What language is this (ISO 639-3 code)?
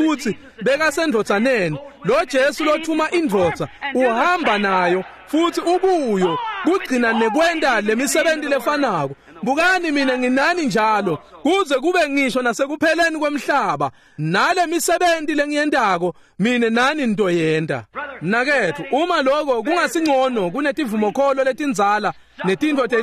ssw